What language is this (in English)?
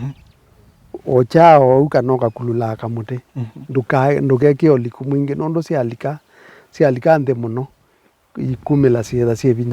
Kamba